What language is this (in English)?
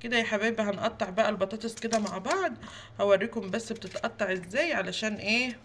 Egyptian Arabic